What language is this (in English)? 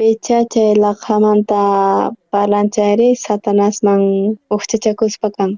South Bolivian Quechua